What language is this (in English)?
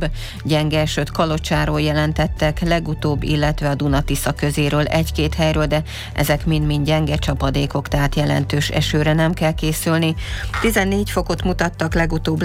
Hungarian